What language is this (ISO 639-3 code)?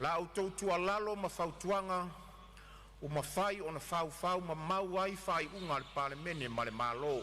smo